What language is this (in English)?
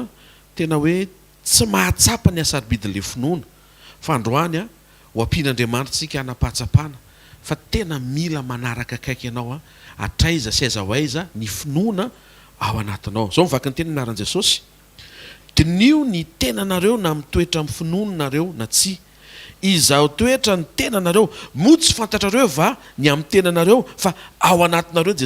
Malagasy